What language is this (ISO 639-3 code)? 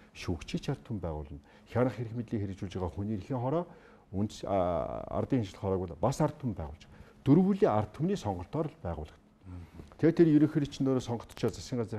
mon